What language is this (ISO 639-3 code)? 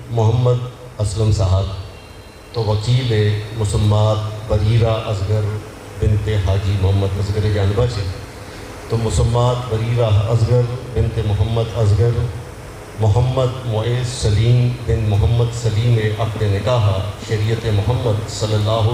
bal